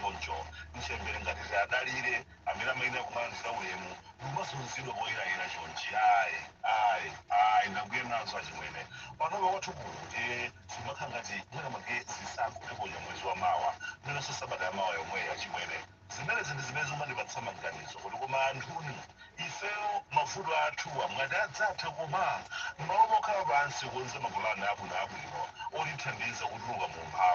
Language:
Nyanja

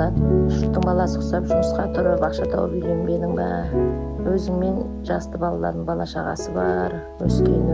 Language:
Kazakh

